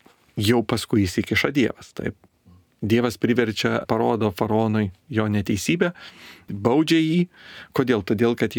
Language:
Lithuanian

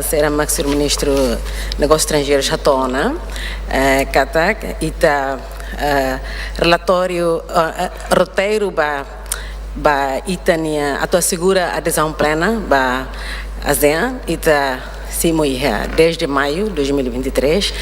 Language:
Tetum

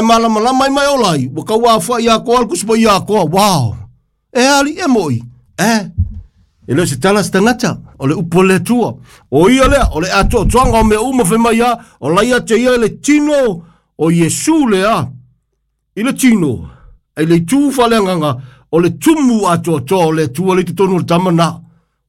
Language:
Samoan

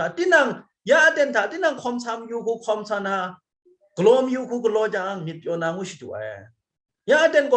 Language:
Kachin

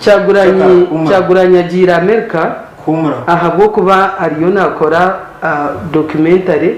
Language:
Nyankole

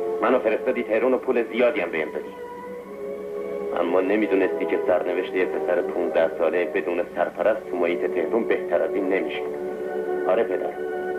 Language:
Persian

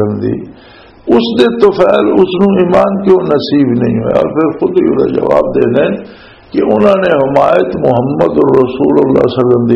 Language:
Western Panjabi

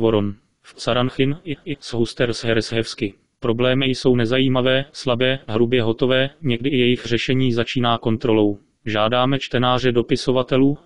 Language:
Czech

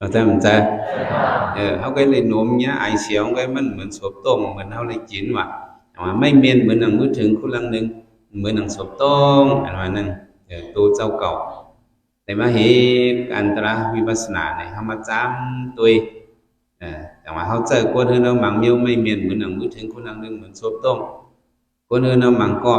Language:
Shan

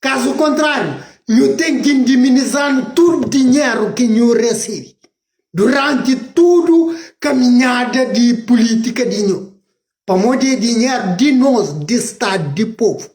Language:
Kabuverdianu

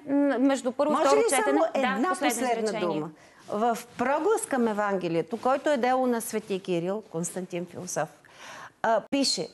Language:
Bulgarian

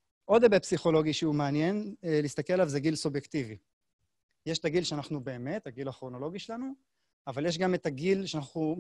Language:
Hebrew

